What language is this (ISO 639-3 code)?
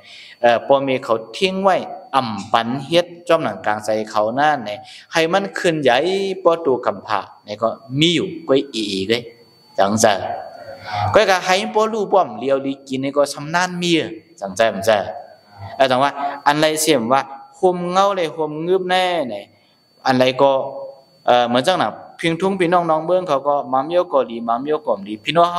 shn